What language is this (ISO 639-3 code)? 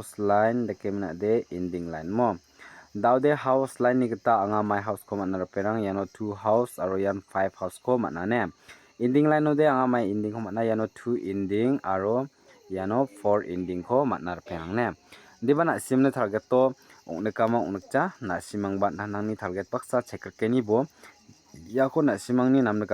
grt